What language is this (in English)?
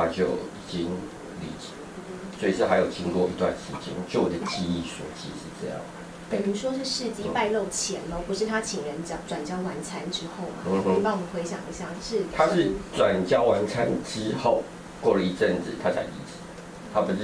Chinese